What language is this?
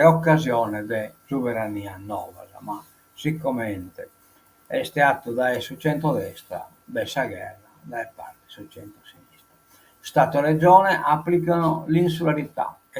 Sardinian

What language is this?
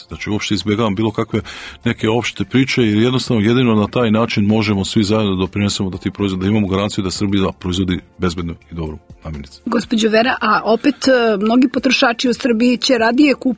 Serbian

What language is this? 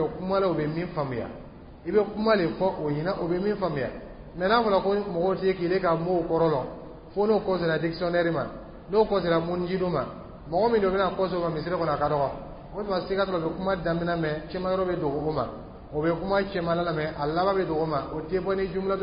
Dyula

